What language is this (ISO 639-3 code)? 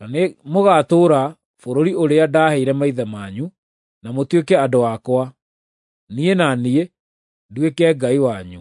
kik